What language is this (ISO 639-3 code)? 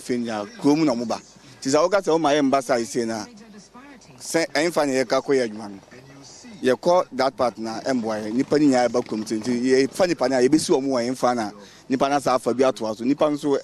aka